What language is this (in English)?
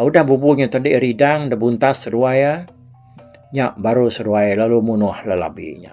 Iban